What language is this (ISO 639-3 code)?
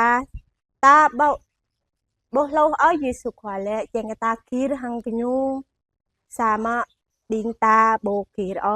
jra